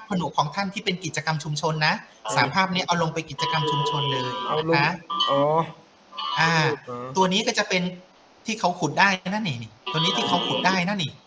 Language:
Thai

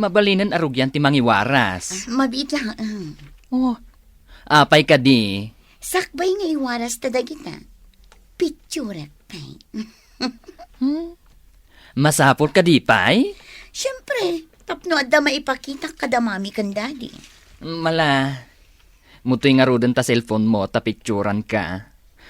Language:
Iloko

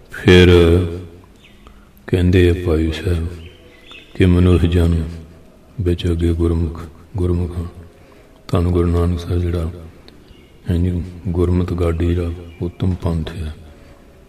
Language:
Punjabi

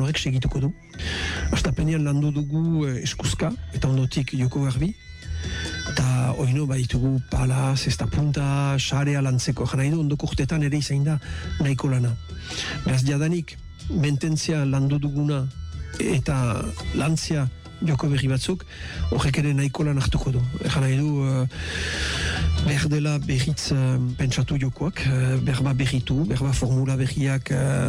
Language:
Basque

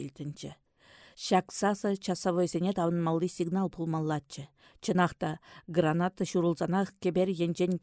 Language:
Chuvash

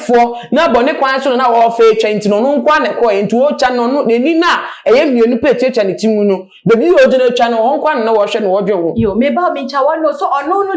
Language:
Akan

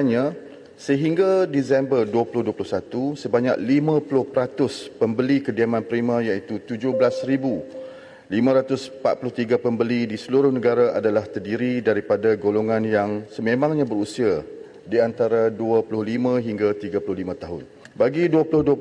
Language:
Malay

